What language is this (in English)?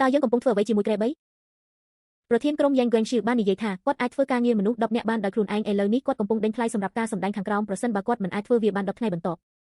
Khmer